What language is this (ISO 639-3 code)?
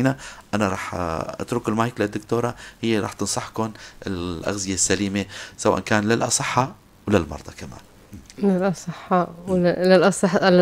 apc